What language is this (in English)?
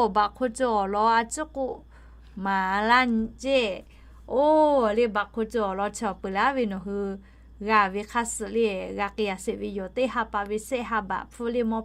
Lahu